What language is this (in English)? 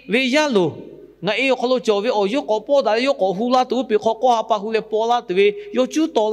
Lahu